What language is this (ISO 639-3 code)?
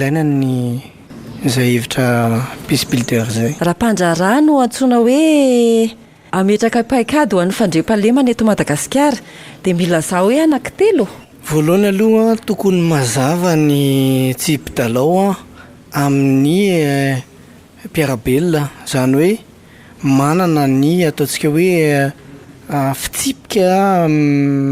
mlg